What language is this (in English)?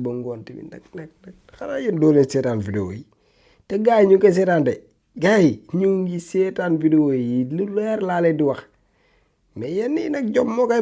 Wolof